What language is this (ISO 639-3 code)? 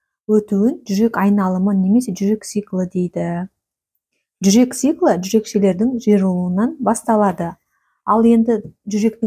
kaz